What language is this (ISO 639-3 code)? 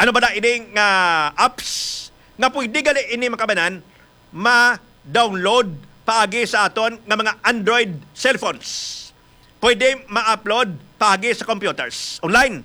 hil